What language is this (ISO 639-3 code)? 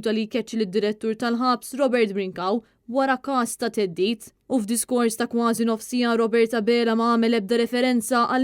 mlt